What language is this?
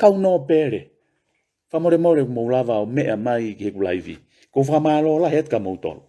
Tongan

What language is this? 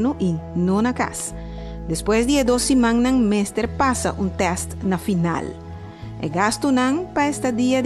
Papiamento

